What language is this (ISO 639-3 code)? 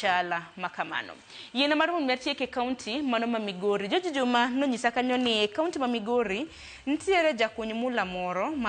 luo